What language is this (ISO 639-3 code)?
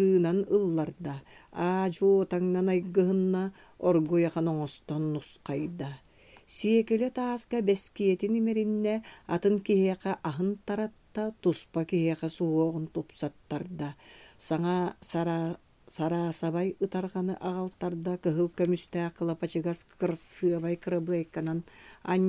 sah